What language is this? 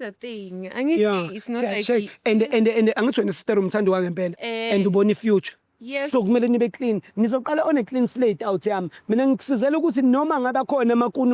Zulu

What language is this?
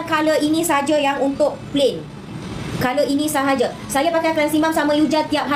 Malay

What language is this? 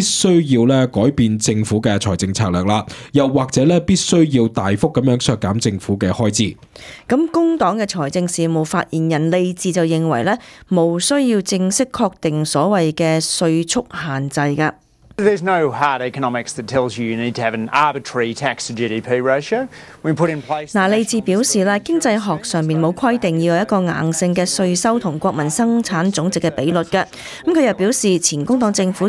Cantonese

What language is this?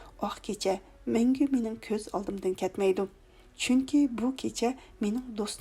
Uyghur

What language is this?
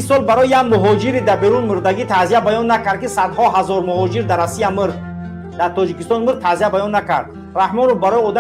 Tajik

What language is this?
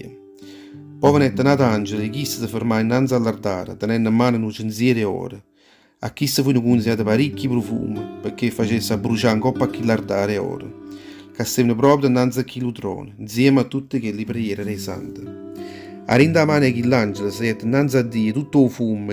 Neapolitan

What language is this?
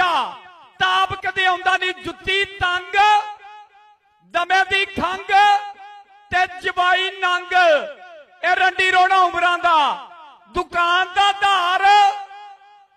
Punjabi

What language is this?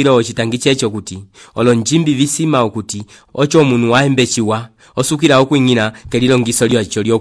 Umbundu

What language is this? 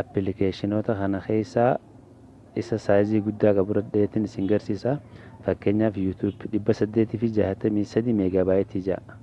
Oromo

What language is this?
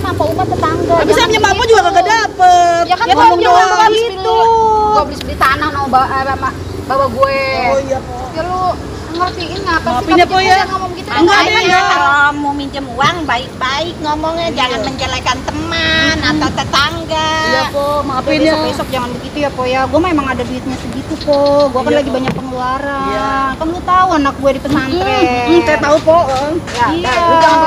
Betawi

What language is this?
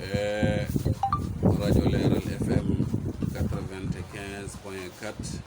Fula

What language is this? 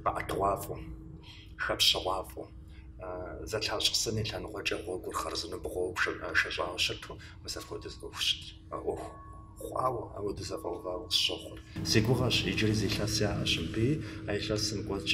Kabardian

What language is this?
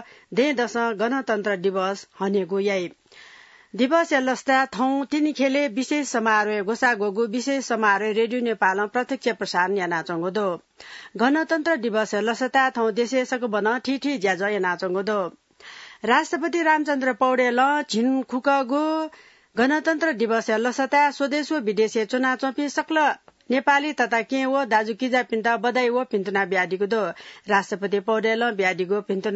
Newari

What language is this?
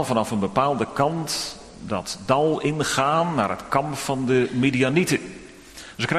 Dutch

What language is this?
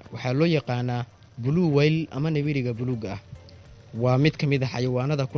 Somali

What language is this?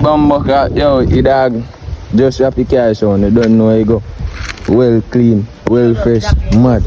Jamaican Creole English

